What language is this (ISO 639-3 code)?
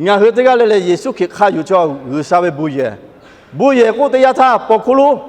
lhu